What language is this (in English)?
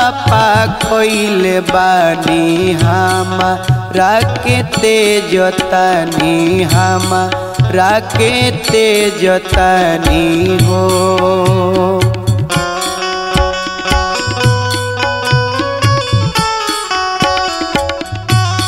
Bhojpuri